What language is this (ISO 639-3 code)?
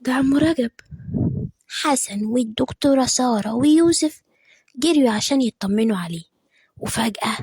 arz